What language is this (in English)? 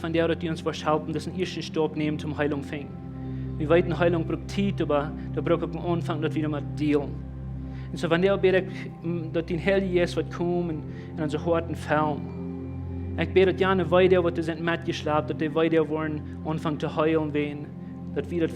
Plautdietsch